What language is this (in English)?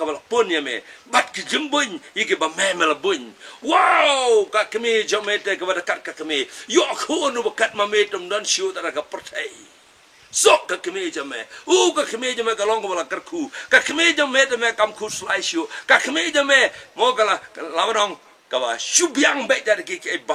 Khasi